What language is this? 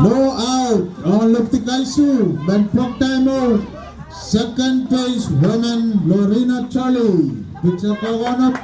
Pohnpeian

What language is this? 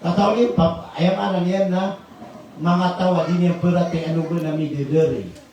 Maranao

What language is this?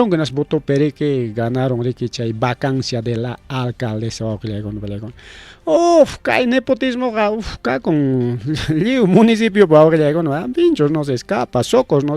Ayacucho Quechua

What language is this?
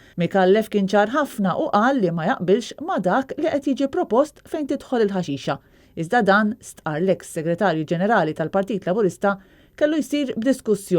Maltese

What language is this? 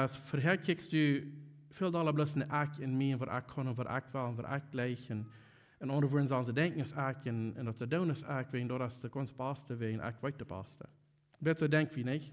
Plautdietsch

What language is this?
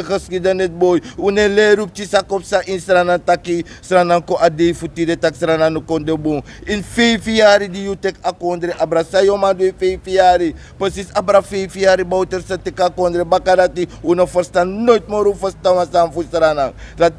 Sranan Tongo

